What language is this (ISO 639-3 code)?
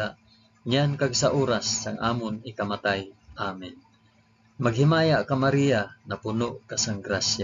hil